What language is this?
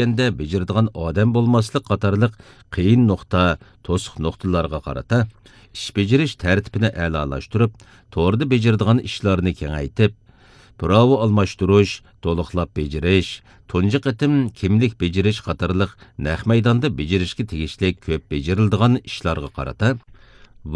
Uyghur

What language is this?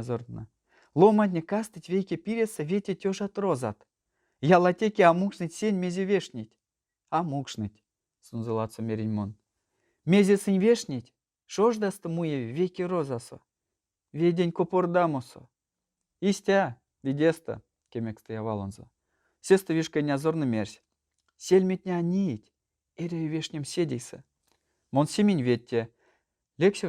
Erzya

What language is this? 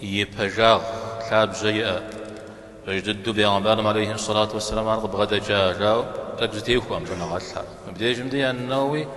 Kabardian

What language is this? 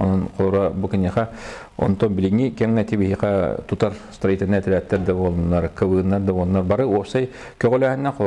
Yakut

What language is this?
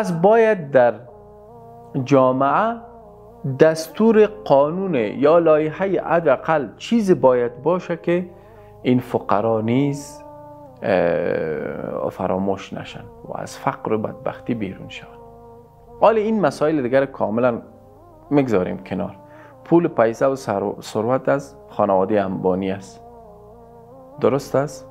Persian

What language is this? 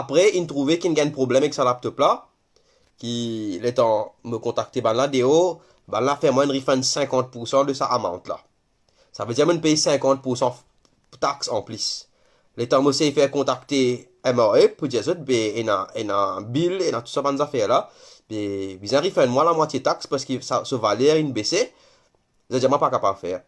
Morisyen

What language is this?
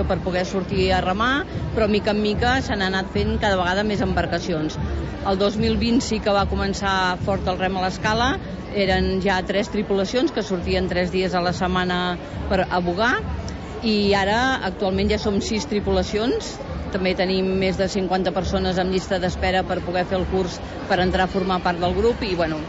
Catalan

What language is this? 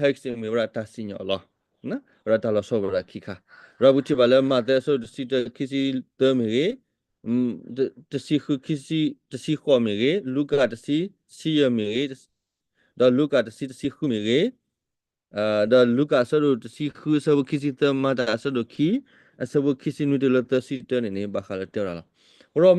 S'gaw Karen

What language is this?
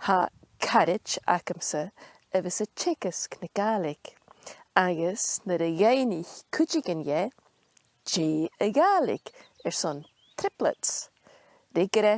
Scottish Gaelic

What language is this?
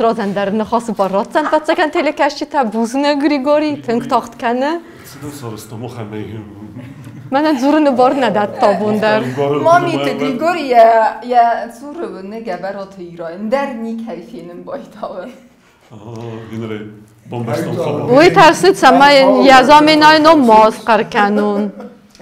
Ossetic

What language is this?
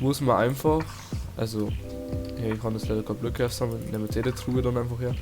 Bavarian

